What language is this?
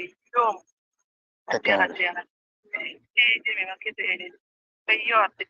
Acoli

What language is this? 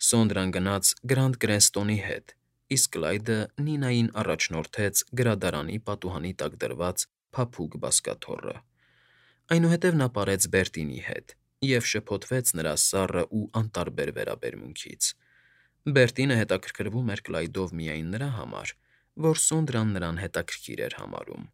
Armenian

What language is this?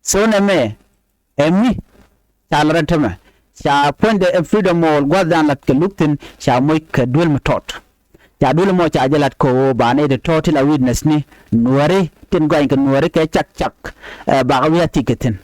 Nuer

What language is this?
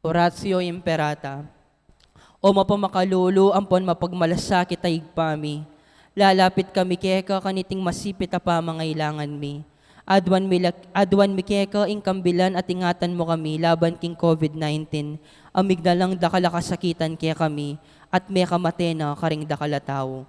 Pampanga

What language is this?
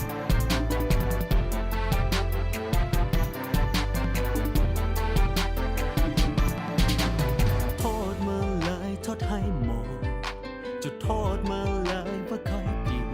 Lao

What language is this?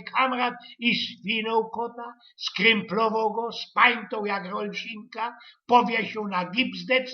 Silesian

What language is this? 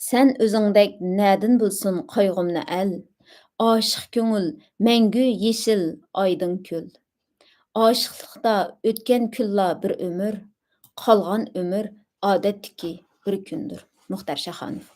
Uyghur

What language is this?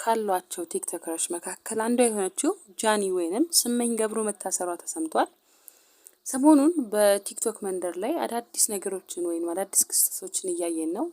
Amharic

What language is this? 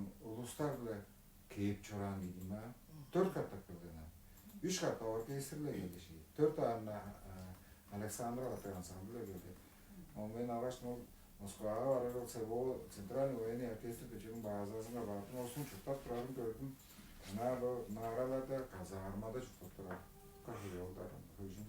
Tuvinian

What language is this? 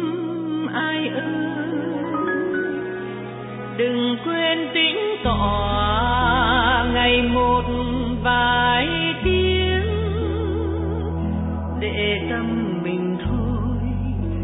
Vietnamese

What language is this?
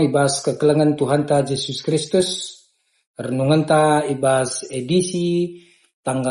Batak Karo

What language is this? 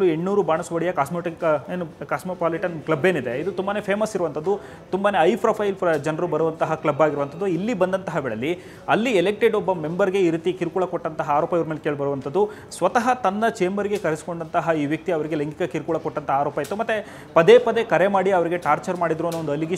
Kannada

